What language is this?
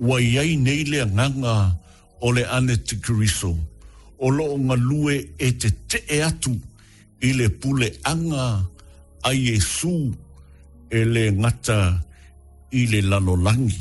Samoan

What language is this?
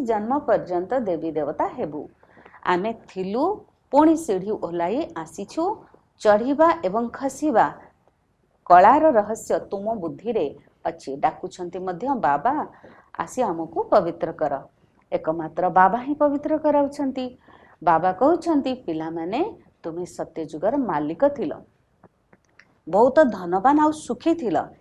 Odia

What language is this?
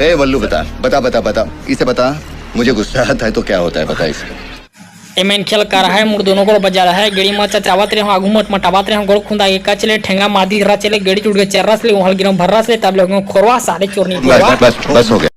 Chhattisgarhi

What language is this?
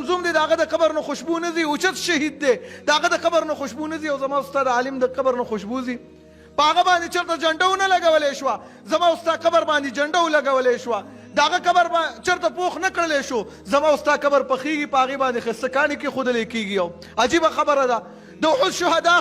Pashto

